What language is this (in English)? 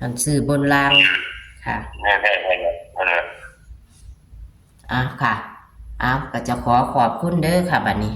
Northeastern Thai